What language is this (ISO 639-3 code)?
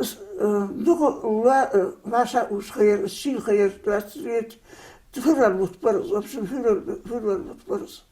inh